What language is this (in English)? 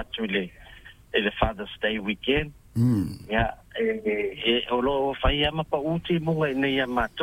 Samoan